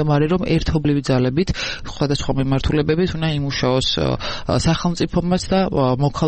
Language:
Georgian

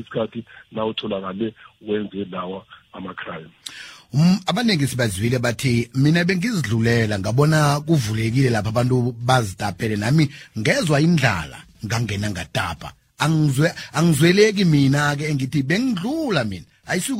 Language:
South Ndebele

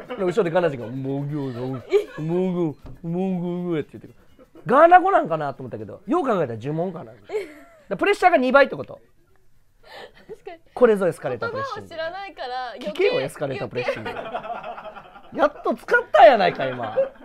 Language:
Japanese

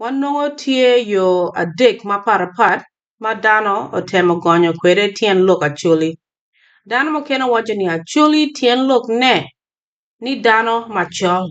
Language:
Acoli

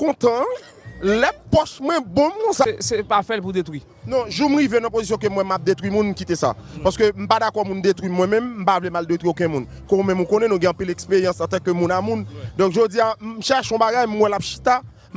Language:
Haitian Creole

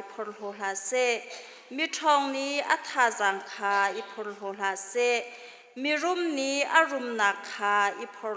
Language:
Hakha Chin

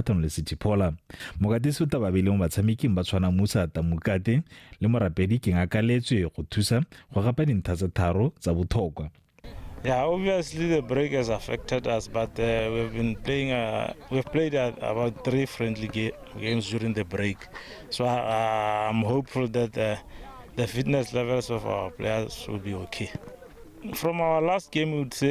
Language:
Tswana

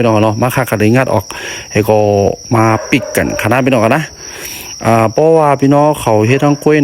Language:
Shan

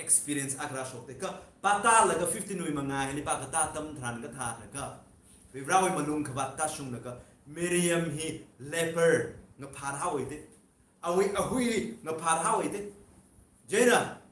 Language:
Tangkhul Naga (India)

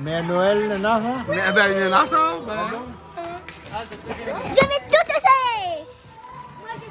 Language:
Réunion Creole French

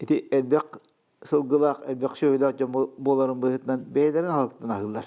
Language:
Yakut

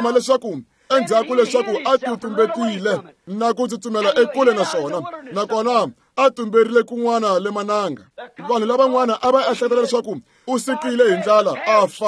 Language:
Tsonga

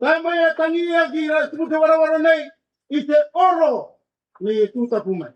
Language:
Rarotongan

